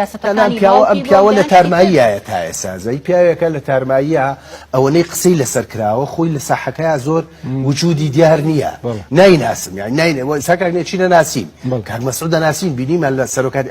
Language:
Central Kurdish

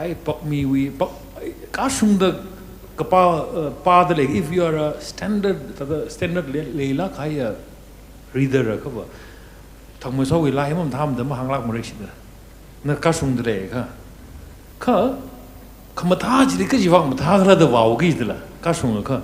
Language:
Tangkhul Naga (India)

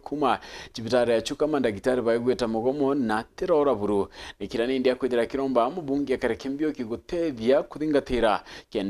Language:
Meru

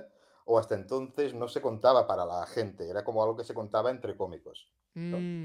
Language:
Spanish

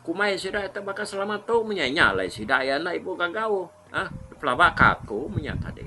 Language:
Iban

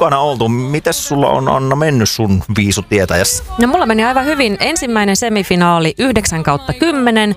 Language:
Finnish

